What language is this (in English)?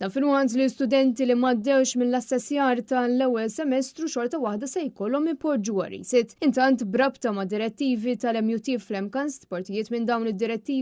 Maltese